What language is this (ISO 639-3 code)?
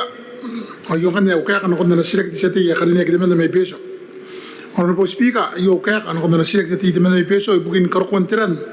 gil